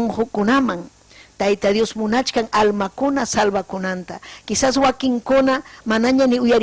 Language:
Ayacucho Quechua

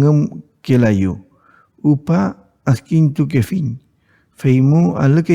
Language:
Mapuche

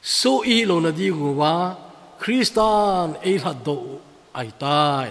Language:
Thado Chin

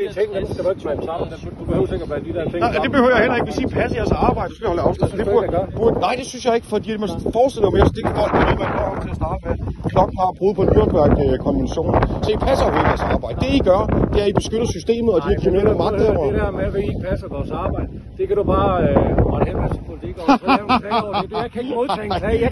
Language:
Danish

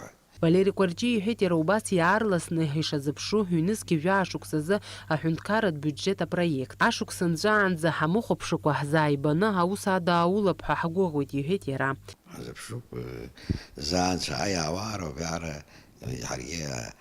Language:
Abkhazian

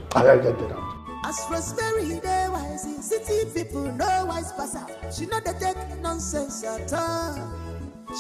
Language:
Nigerian Pidgin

